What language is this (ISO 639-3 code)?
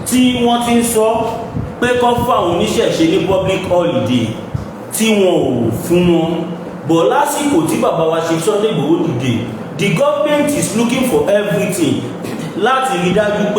yor